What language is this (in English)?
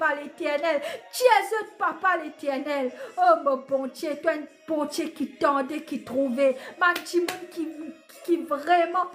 Morisyen